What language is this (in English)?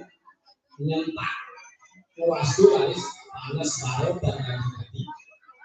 Balinese